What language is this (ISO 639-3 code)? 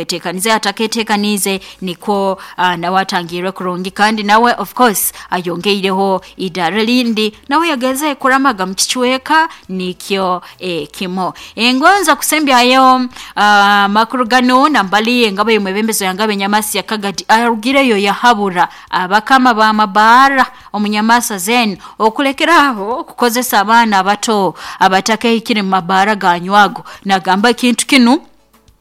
nyo